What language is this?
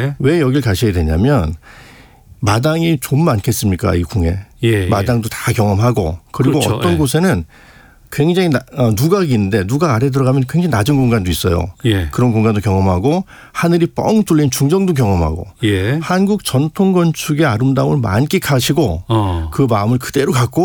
Korean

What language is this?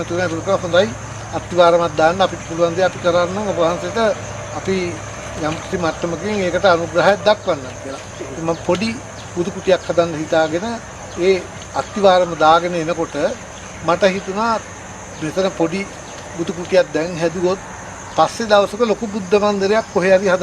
Sinhala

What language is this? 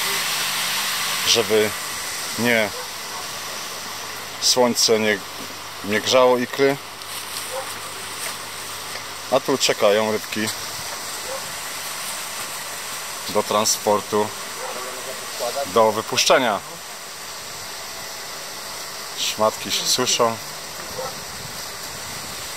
Polish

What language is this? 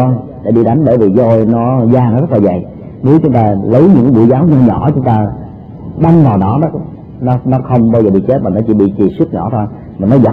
Vietnamese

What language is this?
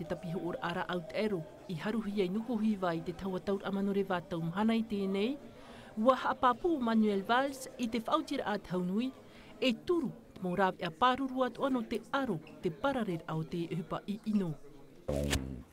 Tahitian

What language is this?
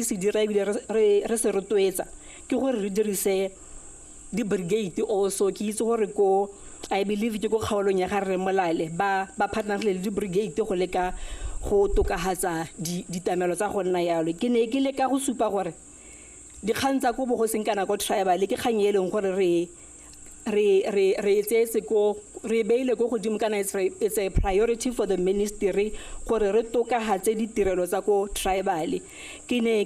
Tswana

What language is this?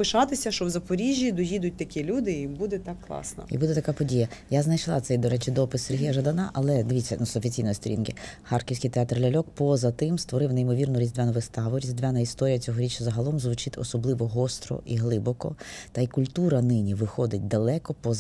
Ukrainian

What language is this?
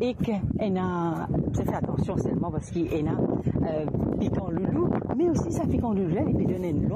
Morisyen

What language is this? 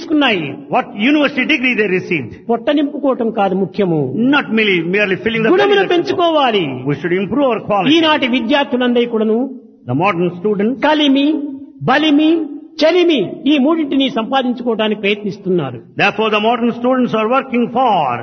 Telugu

